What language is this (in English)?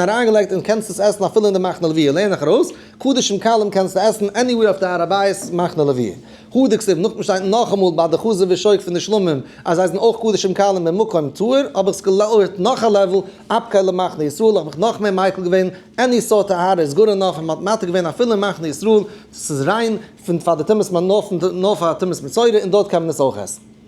Yiddish